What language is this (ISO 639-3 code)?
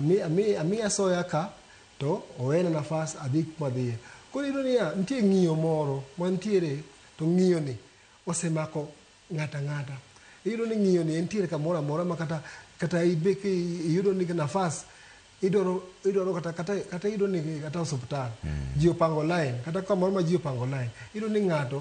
luo